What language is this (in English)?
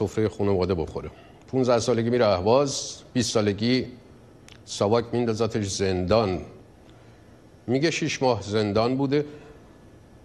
Persian